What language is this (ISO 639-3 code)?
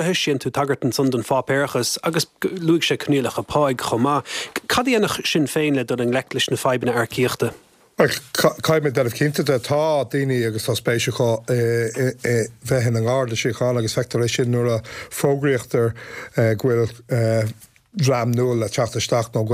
gle